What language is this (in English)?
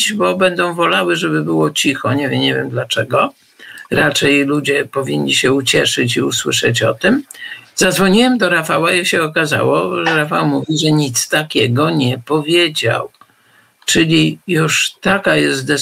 Polish